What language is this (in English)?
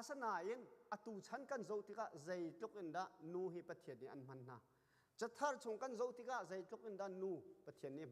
Hakha Chin